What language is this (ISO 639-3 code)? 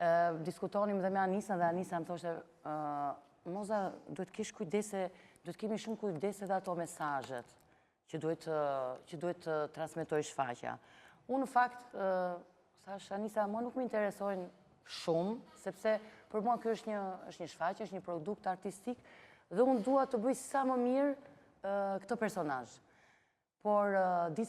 sqi